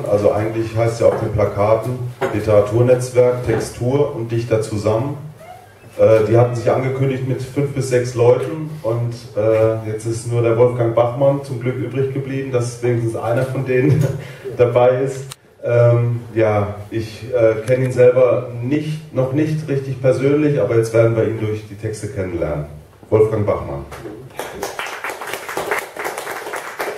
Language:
German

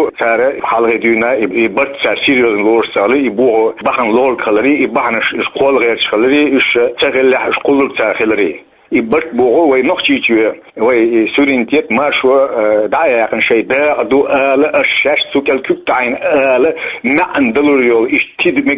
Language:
Chechen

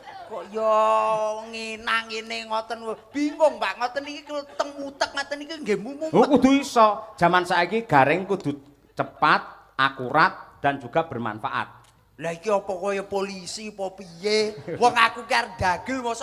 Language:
Javanese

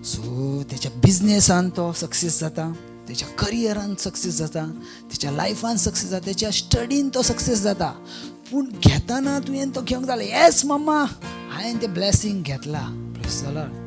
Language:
Konkani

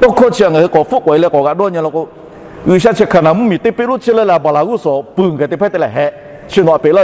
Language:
Lahu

